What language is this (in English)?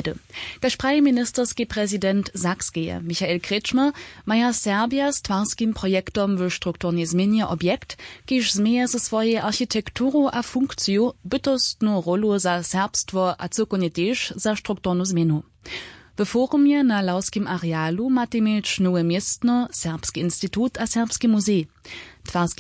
Upper Sorbian